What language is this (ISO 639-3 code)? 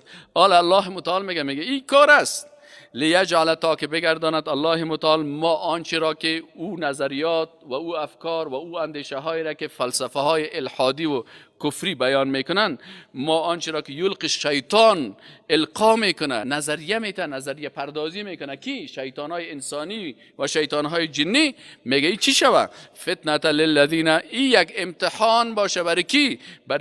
fas